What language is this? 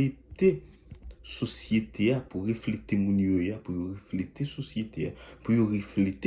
Haitian Creole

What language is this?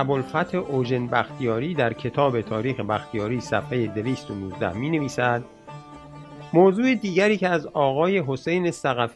Persian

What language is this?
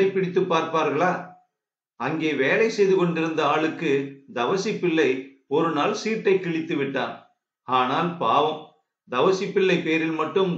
Tamil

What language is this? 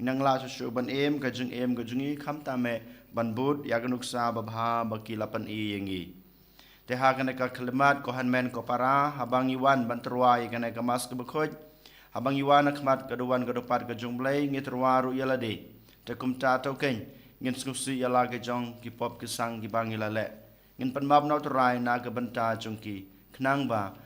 Khasi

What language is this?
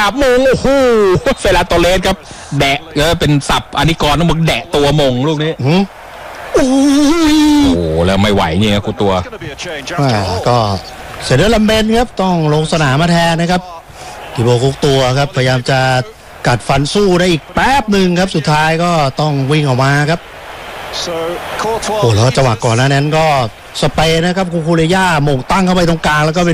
Thai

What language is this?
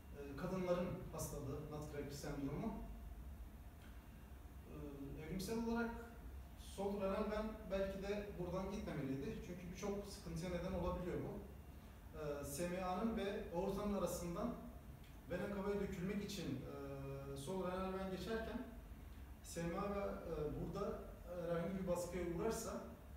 Turkish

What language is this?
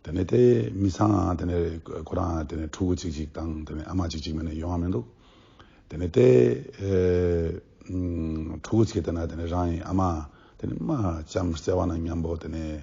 Ladakhi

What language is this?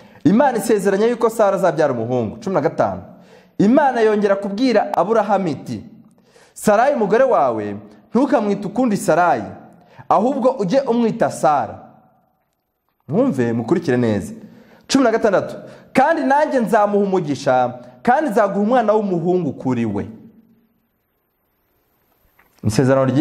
Kinyarwanda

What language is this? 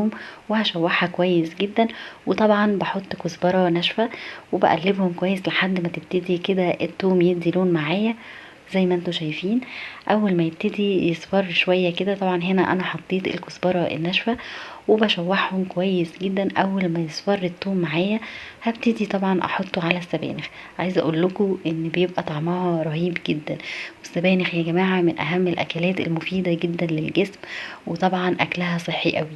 Egyptian Arabic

